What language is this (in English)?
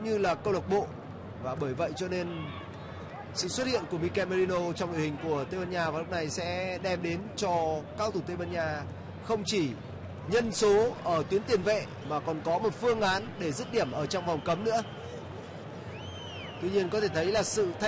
Vietnamese